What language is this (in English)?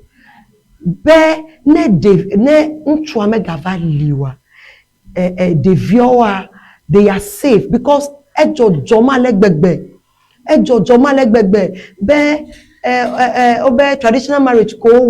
Ewe